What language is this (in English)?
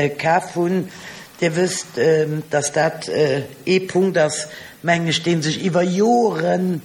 Luxembourgish